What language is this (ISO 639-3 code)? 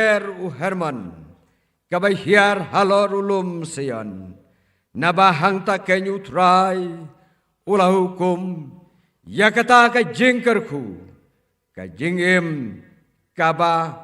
kha